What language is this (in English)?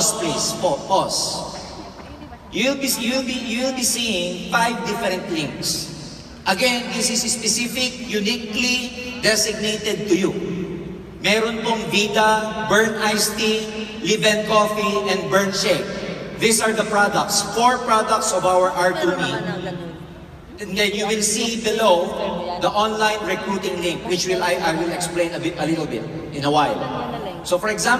Filipino